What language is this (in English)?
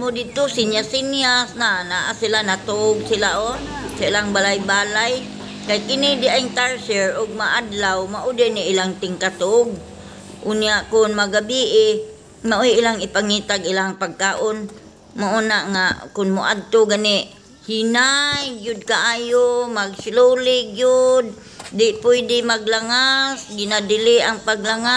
Cebuano